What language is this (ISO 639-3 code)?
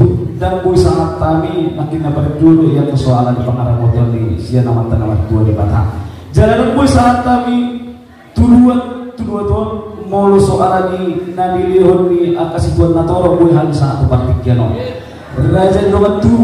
bbc